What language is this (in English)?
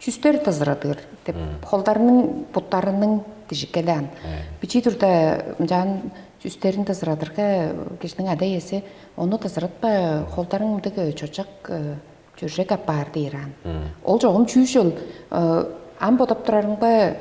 Tuvinian